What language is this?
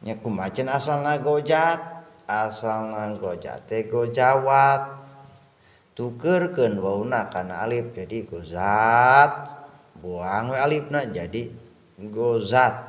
Sundanese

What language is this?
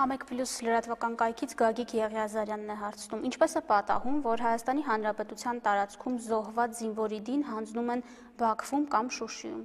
Armenian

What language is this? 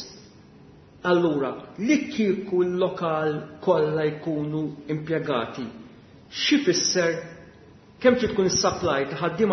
Maltese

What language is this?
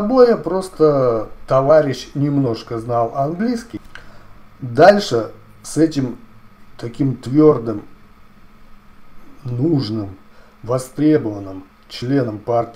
Russian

